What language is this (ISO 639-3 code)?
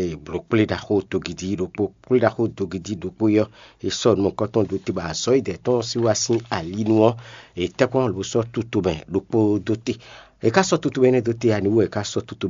fon